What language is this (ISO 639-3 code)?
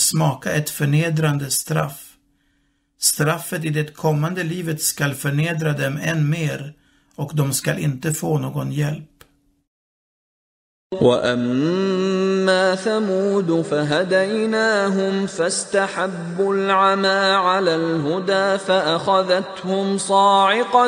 swe